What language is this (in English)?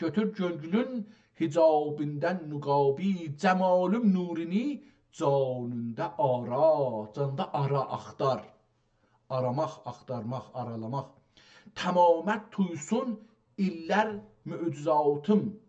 South Azerbaijani